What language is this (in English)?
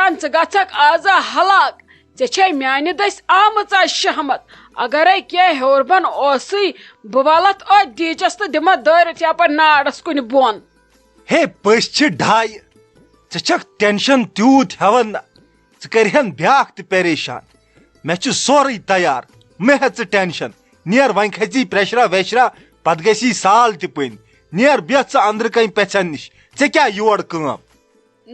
Kashmiri